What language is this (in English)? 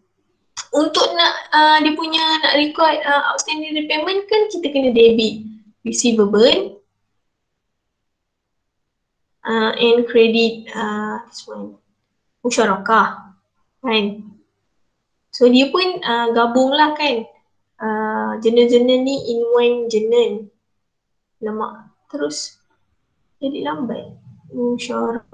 Malay